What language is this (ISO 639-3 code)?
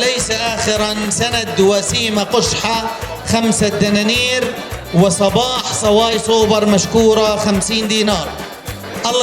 apc